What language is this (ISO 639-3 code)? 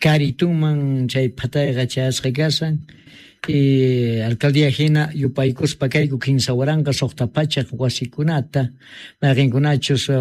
que